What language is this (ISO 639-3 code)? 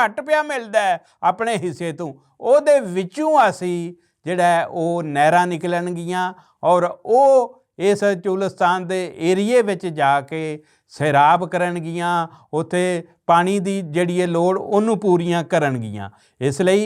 lah